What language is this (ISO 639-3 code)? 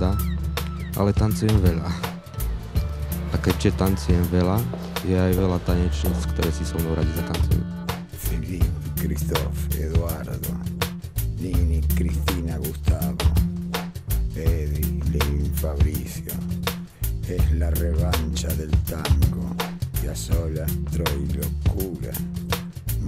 slk